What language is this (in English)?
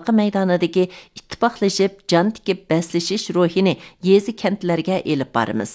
Uyghur